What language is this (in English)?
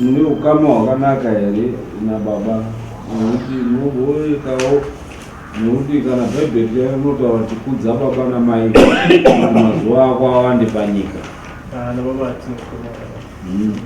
Shona